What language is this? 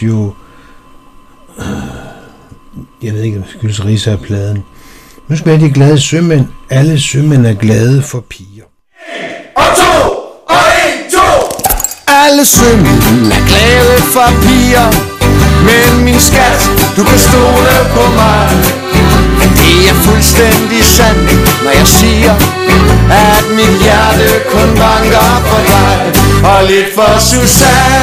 Danish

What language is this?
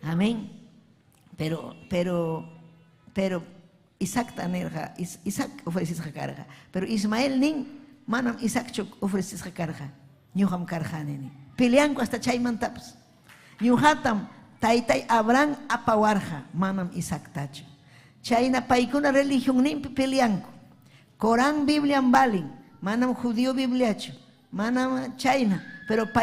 Ayacucho Quechua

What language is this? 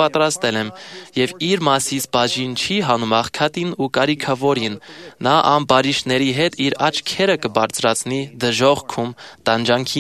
Armenian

